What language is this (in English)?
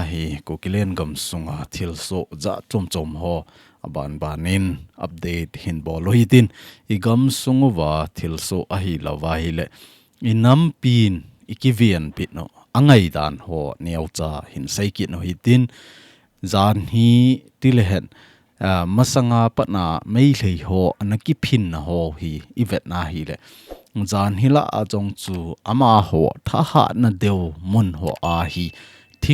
Thado Chin